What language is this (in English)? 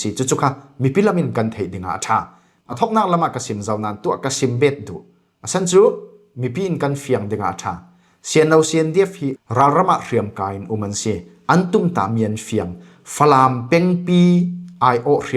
Falam Chin